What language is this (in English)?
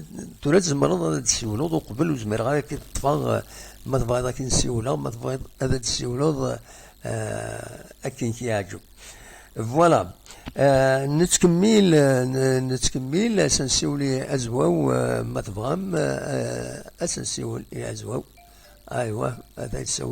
Kabyle